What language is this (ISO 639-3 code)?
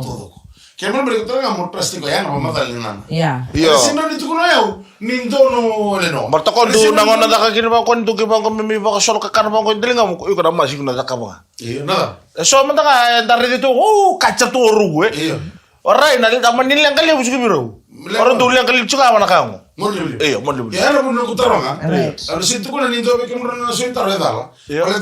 fij